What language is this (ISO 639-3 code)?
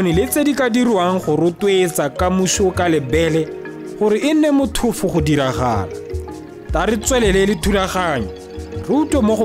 tsn